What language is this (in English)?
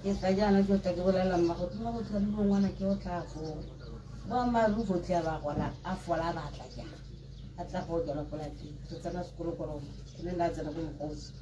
Tswana